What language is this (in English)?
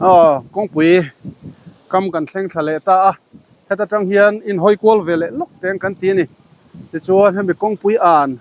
Mizo